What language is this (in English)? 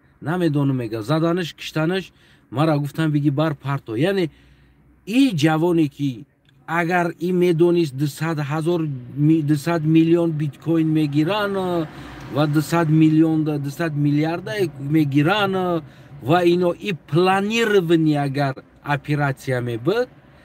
Tajik